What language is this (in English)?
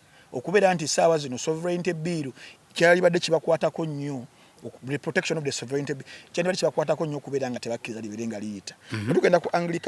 Ganda